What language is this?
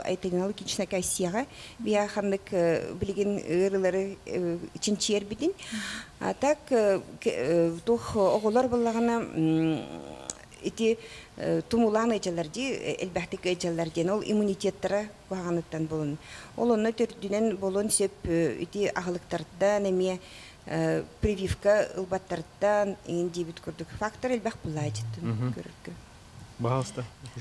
Yakut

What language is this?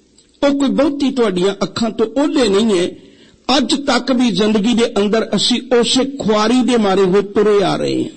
Punjabi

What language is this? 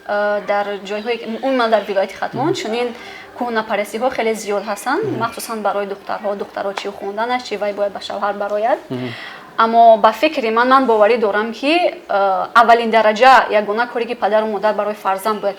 Tajik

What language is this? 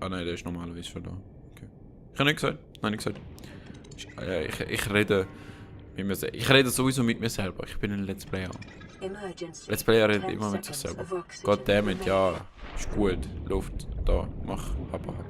Swiss German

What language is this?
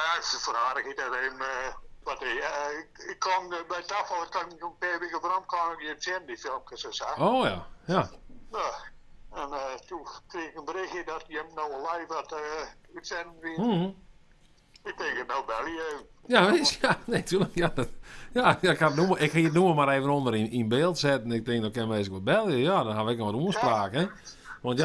Western Frisian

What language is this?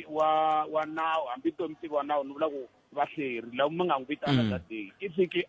Tsonga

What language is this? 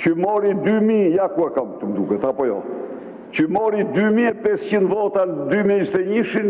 Albanian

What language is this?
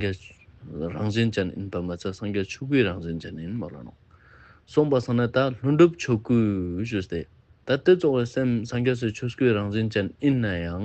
Ladakhi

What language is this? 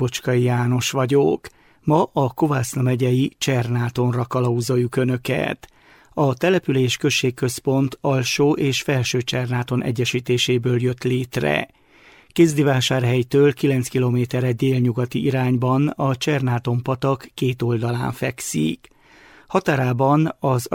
Hungarian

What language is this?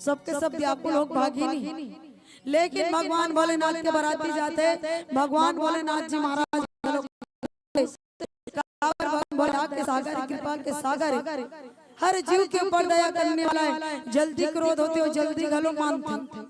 Chhattisgarhi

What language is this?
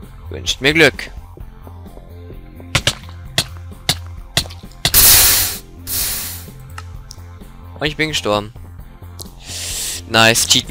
German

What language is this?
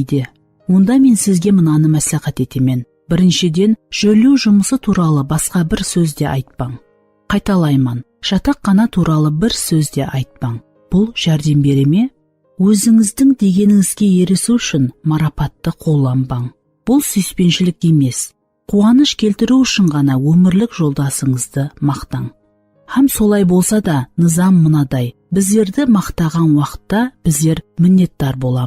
Kara-Kalpak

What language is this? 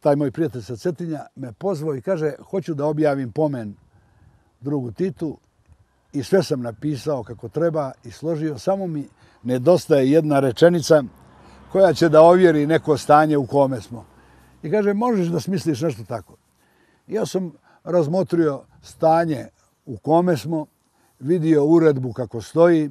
Bosnian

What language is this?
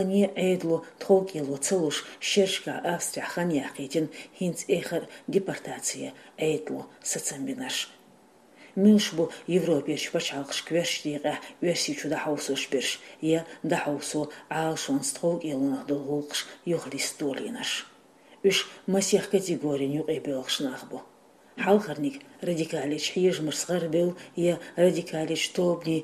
Chechen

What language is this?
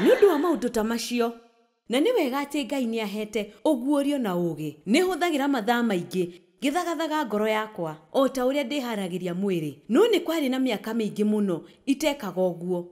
Kikuyu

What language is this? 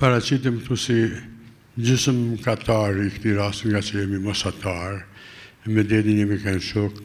Albanian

